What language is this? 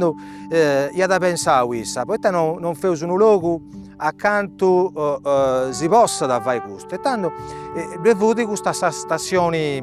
Sardinian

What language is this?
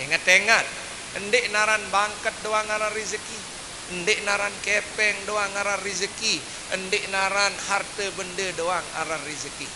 Sasak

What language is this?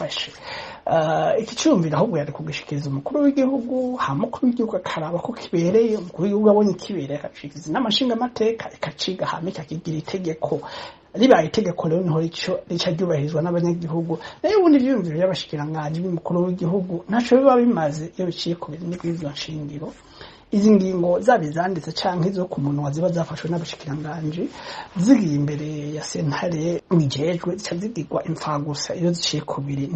Rundi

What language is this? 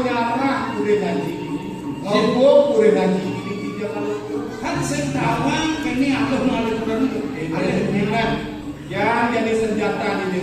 Balinese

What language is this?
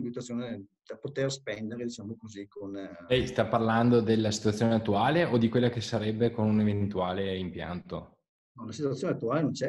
Italian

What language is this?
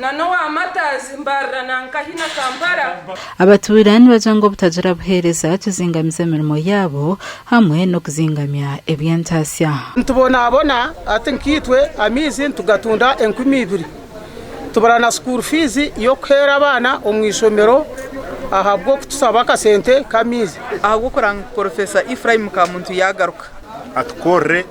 Nyankole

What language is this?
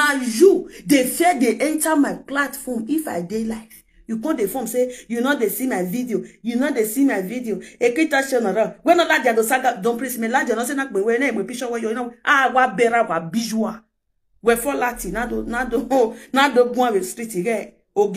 Nigerian Pidgin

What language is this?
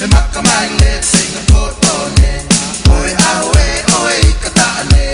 Tongan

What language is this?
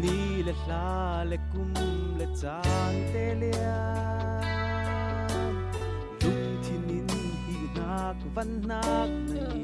Falam Chin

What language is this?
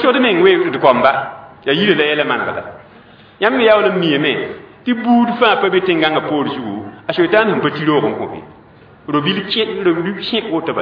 Mossi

